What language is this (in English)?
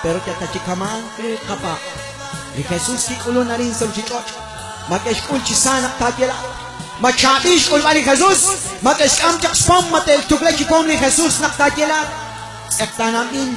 Kekchí